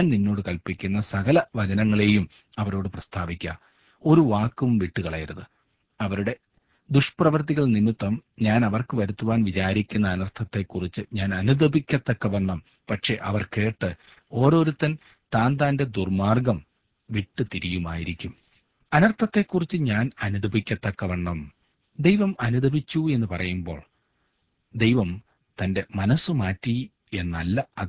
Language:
Malayalam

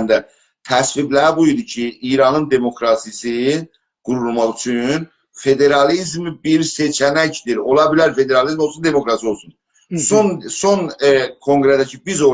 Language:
South Azerbaijani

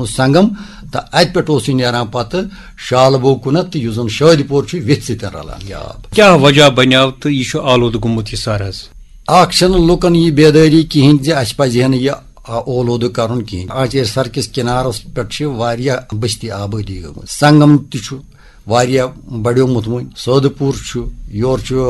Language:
Kashmiri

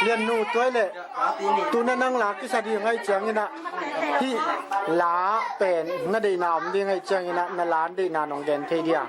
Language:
Tedim Chin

